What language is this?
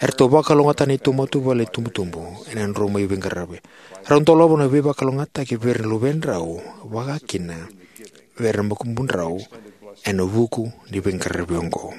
Fijian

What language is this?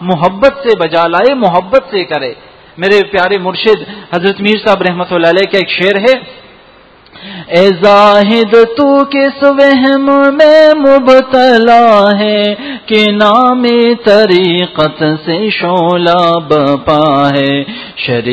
Urdu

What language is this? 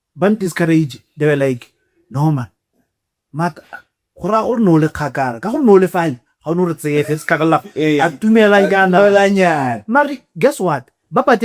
Tswana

